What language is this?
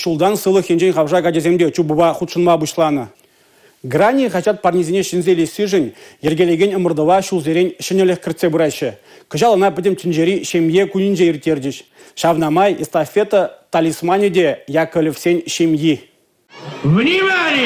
Chuvash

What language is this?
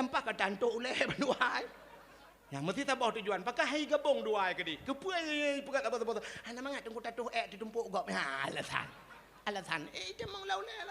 Achinese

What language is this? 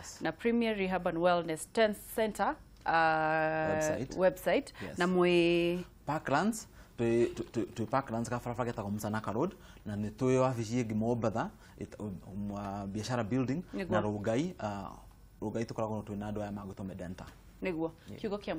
Kikuyu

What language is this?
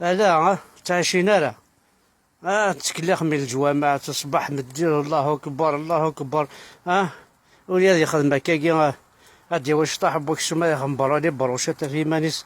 Kabyle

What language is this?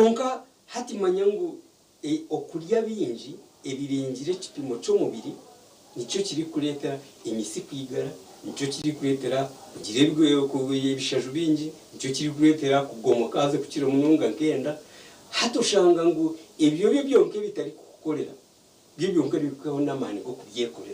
Nyankole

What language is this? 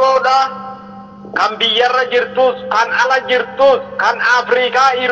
Oromo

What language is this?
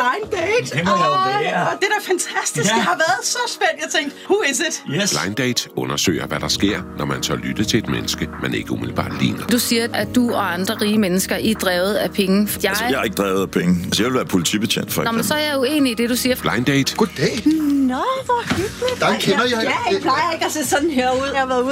Danish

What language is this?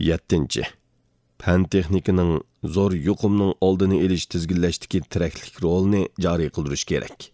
Uyghur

